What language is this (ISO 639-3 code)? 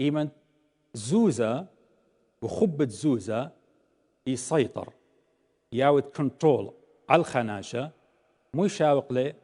aii